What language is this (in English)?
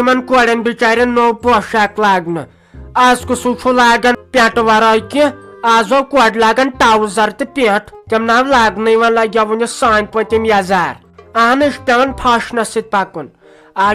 Kashmiri